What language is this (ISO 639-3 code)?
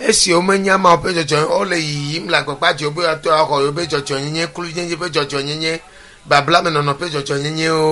ewe